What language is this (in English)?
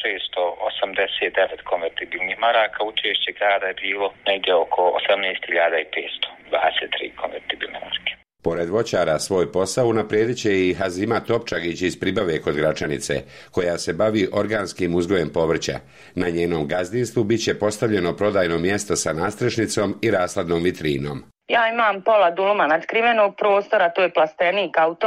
Bosnian